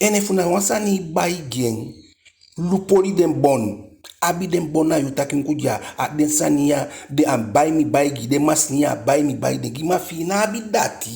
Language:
Eastern Maroon Creole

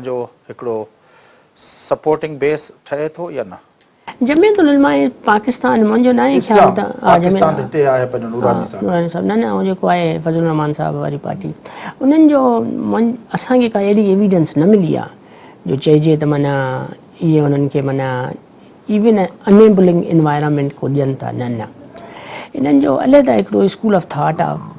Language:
Sindhi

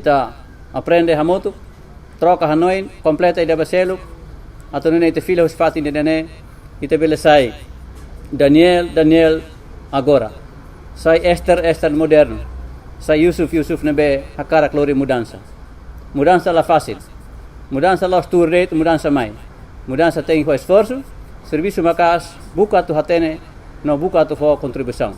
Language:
Tetum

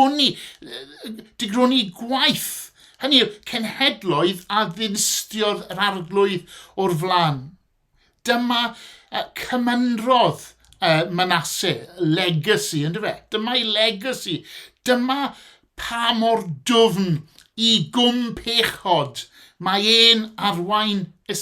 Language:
Welsh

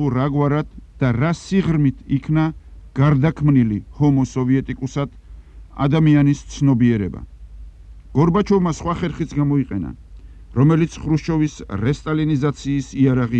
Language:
Georgian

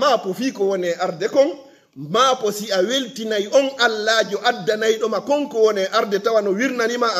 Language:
Fula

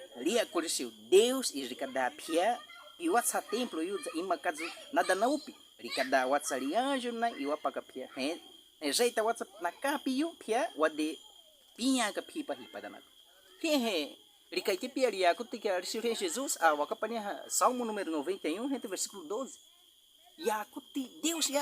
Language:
Baniwa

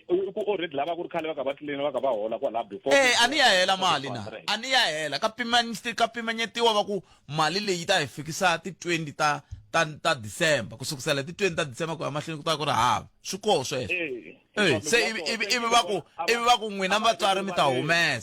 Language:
Tsonga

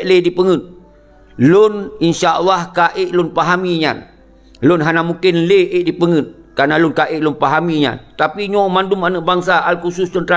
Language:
Achinese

